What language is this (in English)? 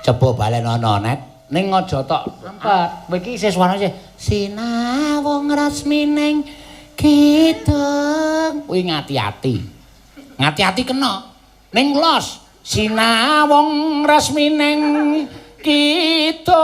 Javanese